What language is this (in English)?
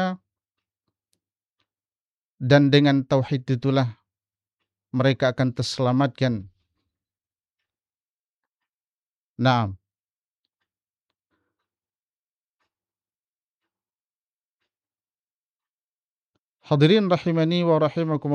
Indonesian